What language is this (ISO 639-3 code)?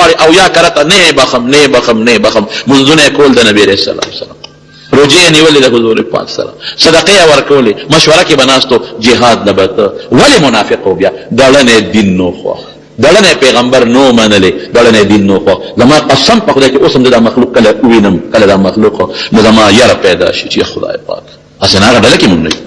pus